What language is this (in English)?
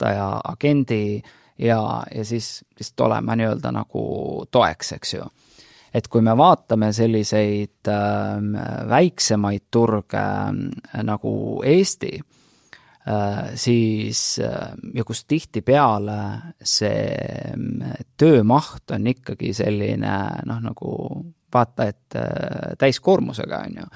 Estonian